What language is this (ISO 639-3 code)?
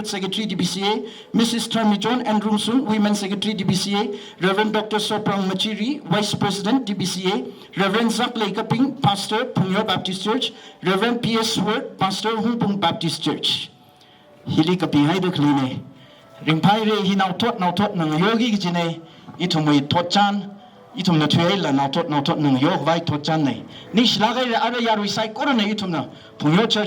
nmf